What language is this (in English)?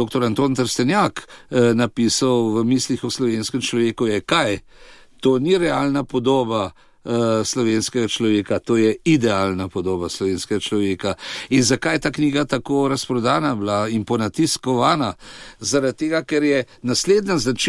Slovenian